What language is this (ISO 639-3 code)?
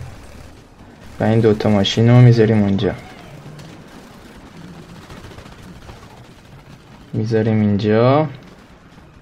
fas